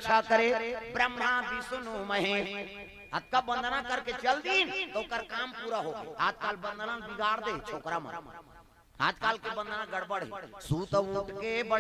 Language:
Chhattisgarhi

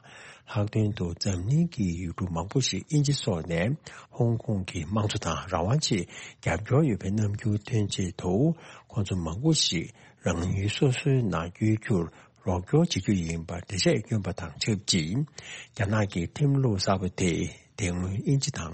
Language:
Tibetan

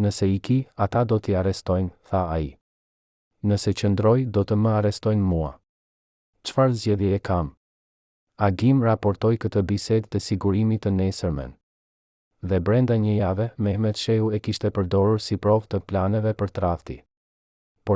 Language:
Albanian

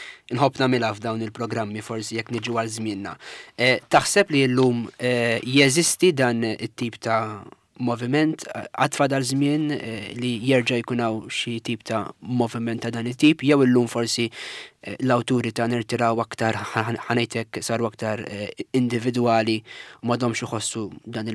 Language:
Maltese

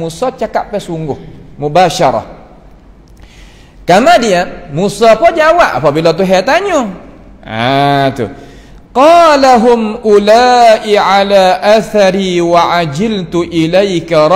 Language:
Malay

